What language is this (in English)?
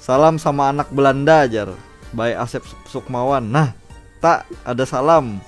Banjar